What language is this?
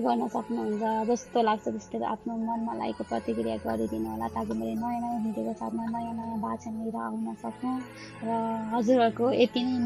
Nepali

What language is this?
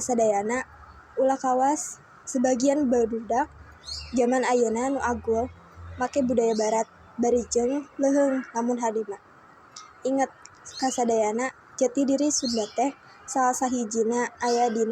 Sundanese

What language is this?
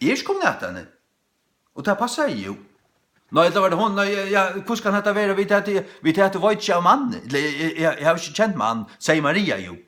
Faroese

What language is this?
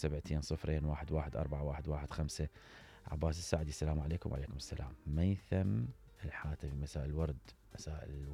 Mesopotamian Arabic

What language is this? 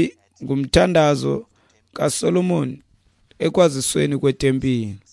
Xhosa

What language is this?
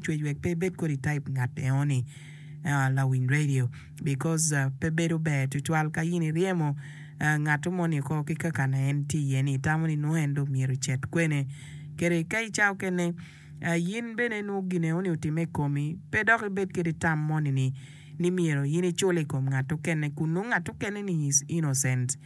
Acoli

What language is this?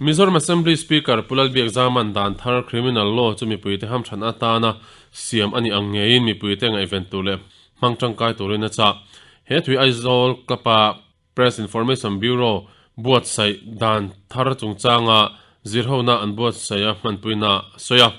Mizo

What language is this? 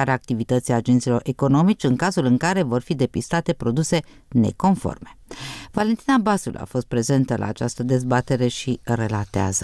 Romanian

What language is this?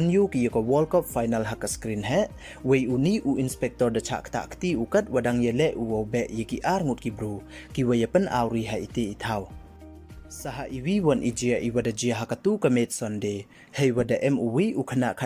Pnar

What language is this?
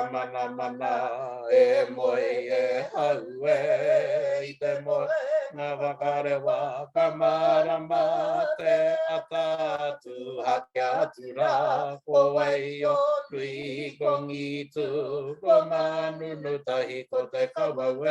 Māori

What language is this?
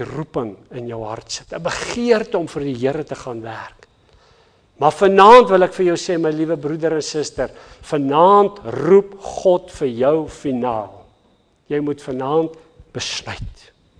Afrikaans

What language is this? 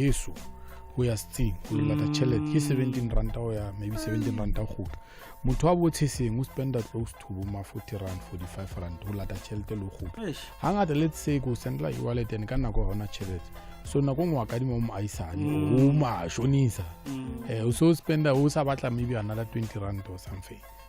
Southern Sotho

